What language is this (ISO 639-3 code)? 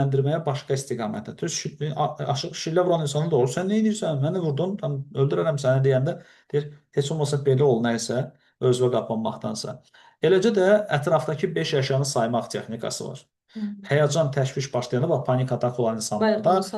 aze